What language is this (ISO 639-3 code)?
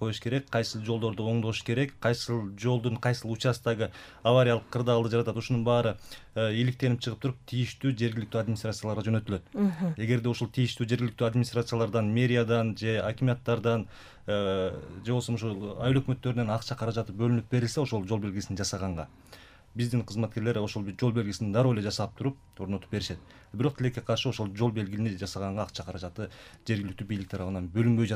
kir